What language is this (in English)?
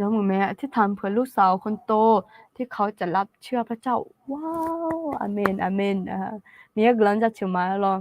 Akha